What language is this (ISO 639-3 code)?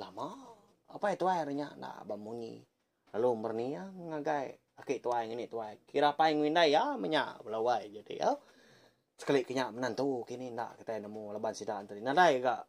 iba